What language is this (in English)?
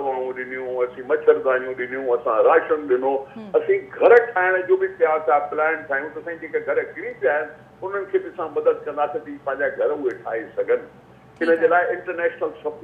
Sindhi